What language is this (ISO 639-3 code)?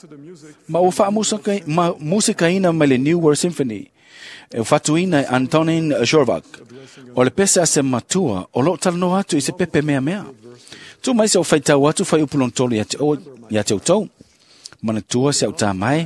smo